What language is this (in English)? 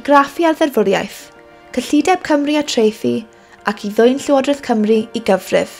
Welsh